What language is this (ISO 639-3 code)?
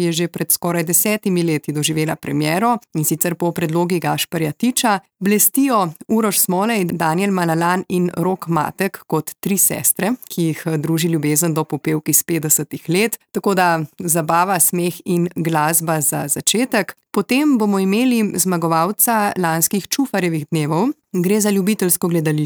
slv